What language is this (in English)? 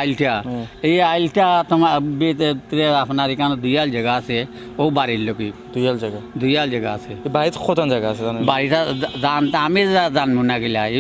Sylheti